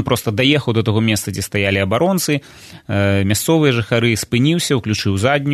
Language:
Belarusian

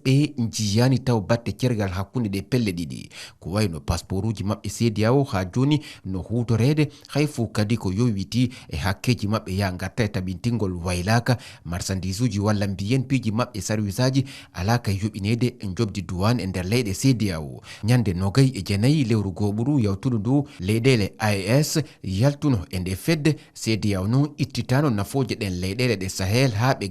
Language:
Fula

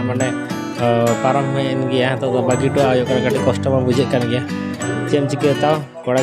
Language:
Santali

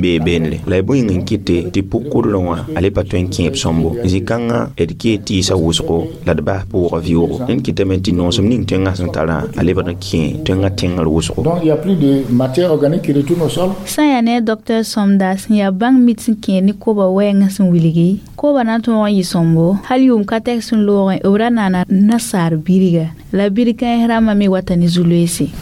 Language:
Mossi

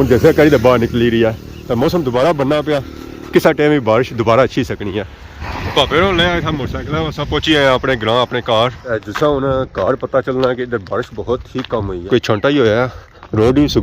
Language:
Pahari-Potwari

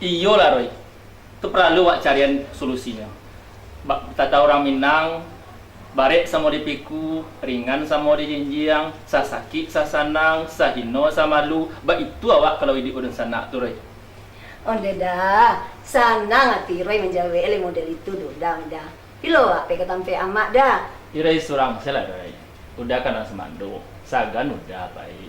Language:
Minangkabau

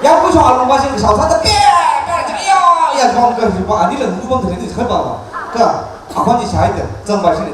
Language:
Tangkhul Naga (India)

